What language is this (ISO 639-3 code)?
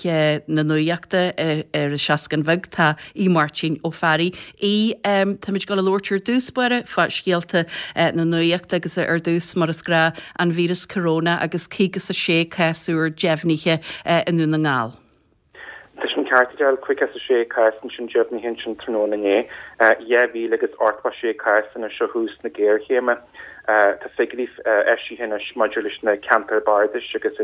gle